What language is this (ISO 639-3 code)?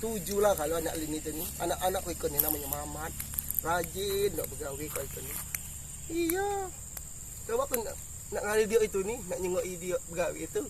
mui